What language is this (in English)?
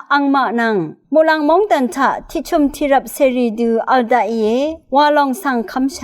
Rawang